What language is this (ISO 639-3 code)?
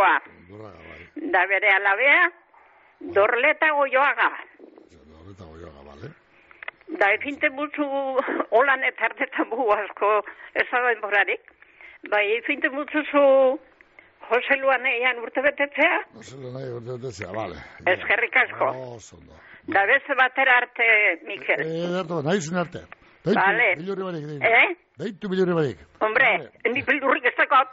eus